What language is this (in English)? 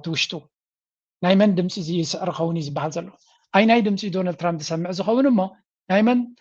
Tigrinya